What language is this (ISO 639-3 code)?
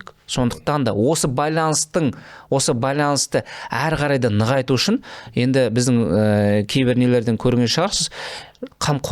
kaz